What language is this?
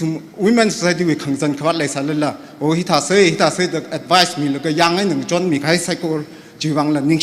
Tangkhul Naga (India)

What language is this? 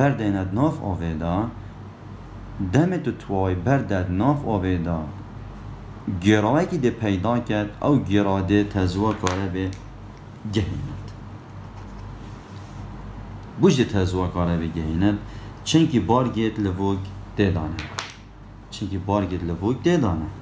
Kurdish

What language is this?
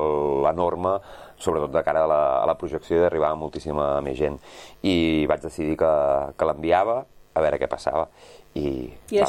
Catalan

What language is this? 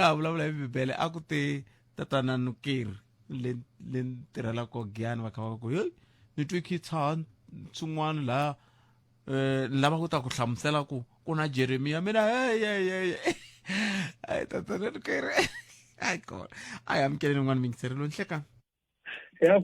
Tsonga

